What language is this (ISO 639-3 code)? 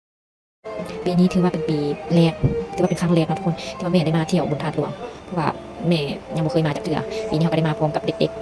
lao